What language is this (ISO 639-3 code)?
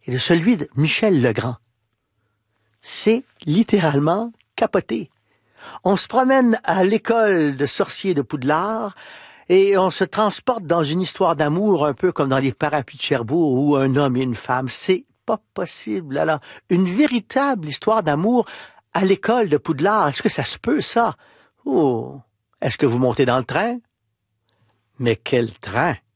fra